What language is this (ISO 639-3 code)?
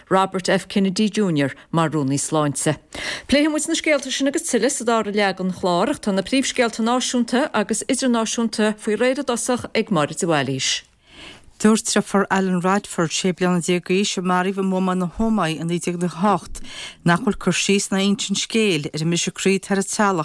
gle